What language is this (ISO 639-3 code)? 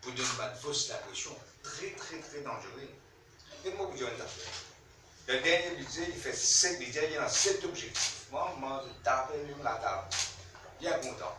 mfe